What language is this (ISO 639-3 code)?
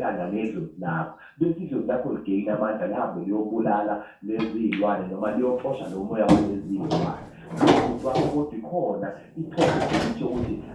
zul